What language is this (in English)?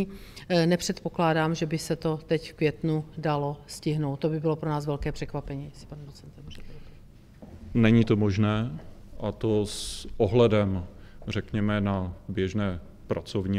Czech